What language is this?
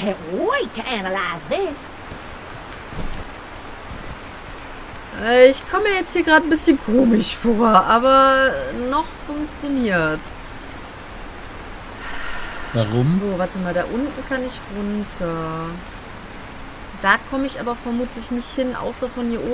German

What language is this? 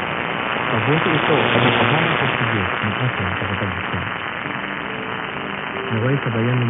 Filipino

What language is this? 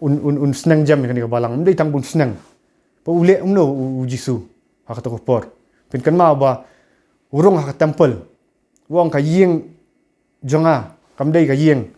Khasi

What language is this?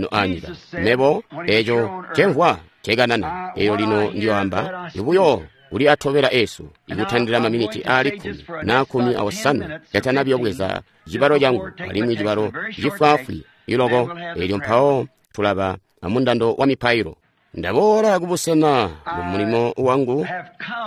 Tonga (Zambia)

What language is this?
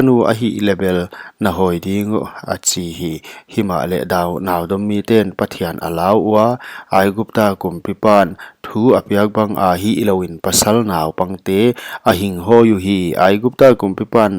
Paite Chin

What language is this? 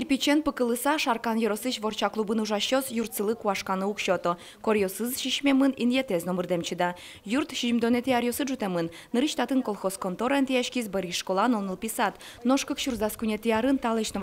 Udmurt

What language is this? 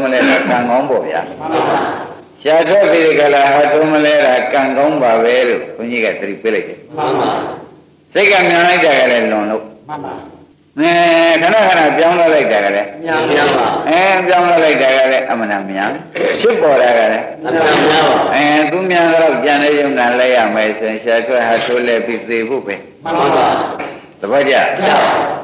Burmese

